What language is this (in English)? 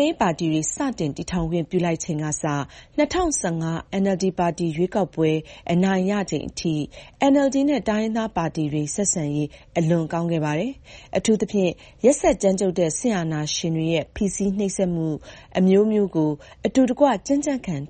Burmese